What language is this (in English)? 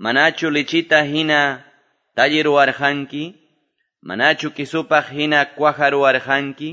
Quechua